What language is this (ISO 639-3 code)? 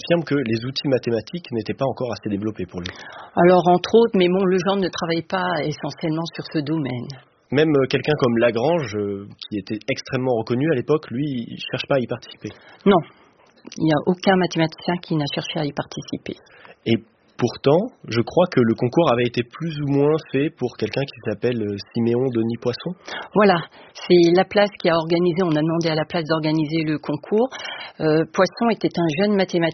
fra